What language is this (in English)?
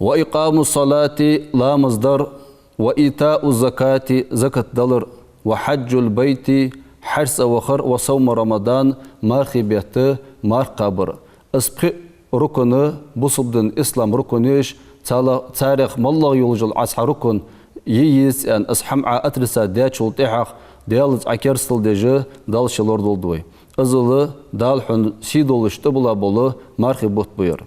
Ingush